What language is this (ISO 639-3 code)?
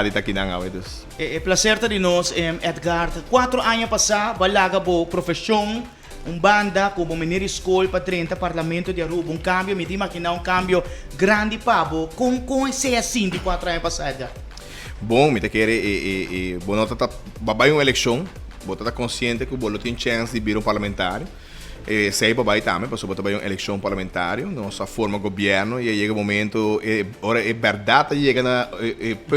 pap